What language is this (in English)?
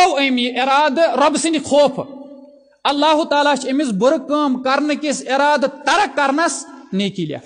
Kashmiri